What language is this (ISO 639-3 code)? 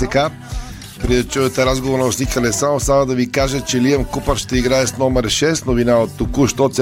bul